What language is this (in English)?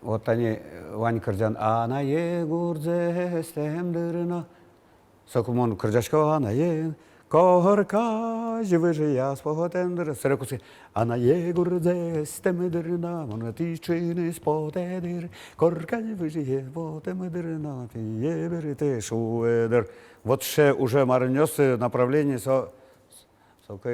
Udmurt